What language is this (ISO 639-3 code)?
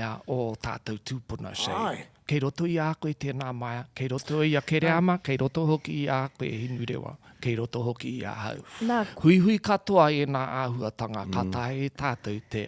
mri